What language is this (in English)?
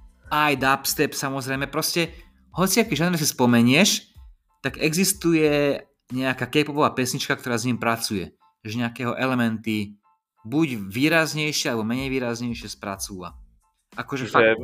Slovak